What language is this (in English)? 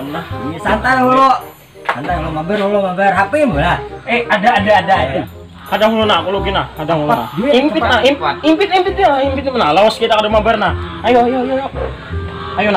Banjar